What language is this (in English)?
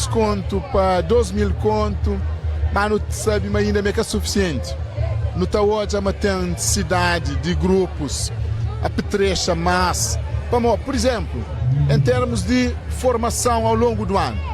Kabuverdianu